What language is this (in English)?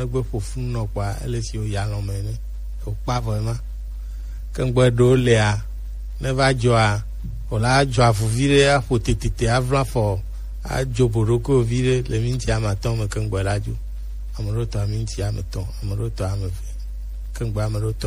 Gen